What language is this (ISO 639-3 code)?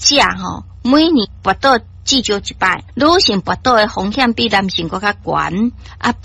nan